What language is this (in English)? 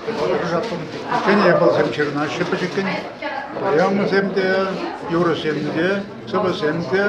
Chuvash